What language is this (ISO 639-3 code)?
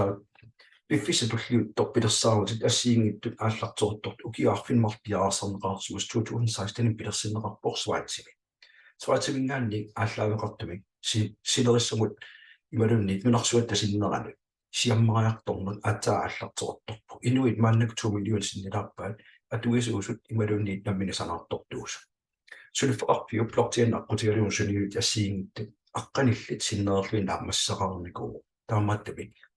kal